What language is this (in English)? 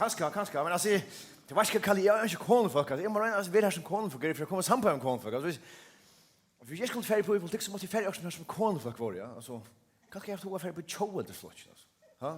Faroese